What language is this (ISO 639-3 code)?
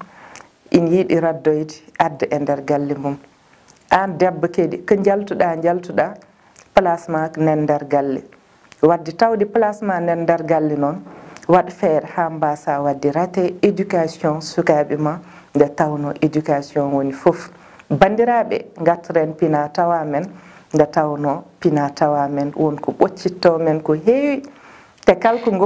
ful